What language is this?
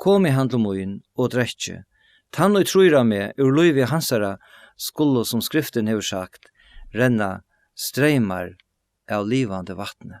Faroese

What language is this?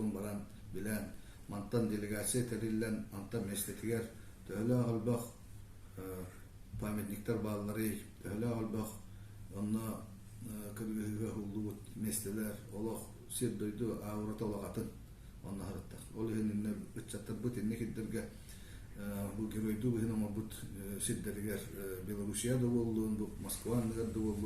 Yakut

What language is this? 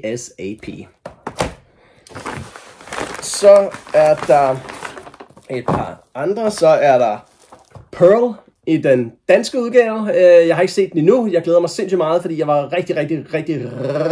Danish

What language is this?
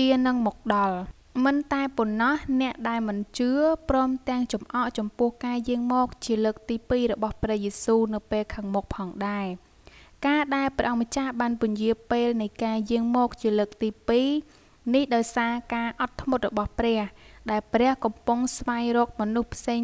Khmer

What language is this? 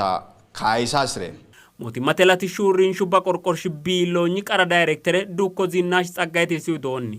Sidamo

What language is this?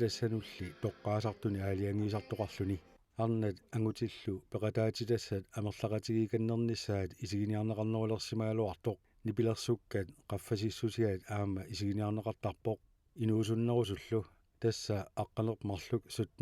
Kalaallisut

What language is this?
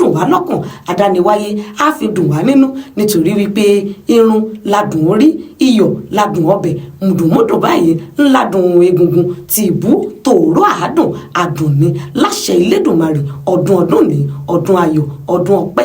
Yoruba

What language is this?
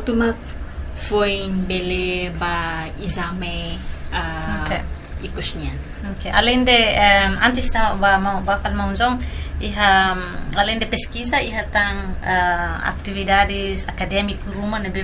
Tetum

